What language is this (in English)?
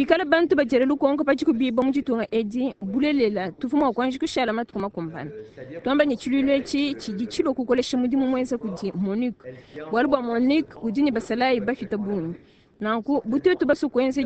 Luba-Lulua